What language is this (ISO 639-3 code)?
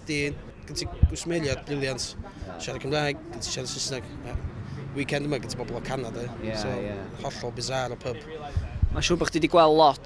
cym